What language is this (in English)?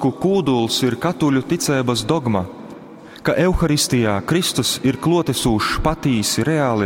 Latgalian